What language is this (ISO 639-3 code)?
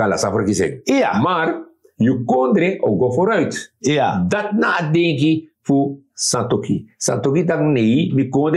srn